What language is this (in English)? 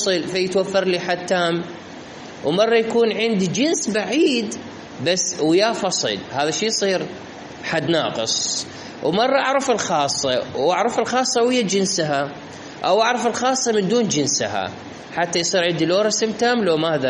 Mesopotamian Arabic